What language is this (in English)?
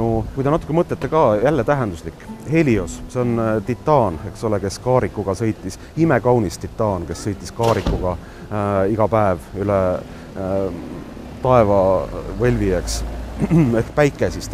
Estonian